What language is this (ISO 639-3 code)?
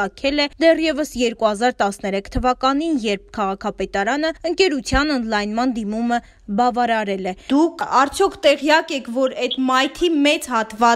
hye